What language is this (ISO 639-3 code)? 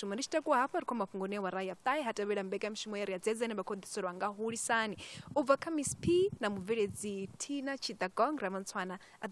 ven